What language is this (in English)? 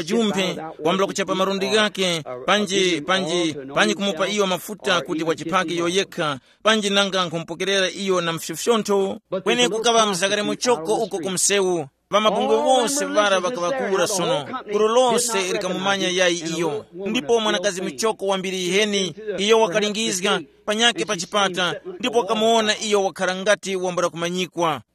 Tumbuka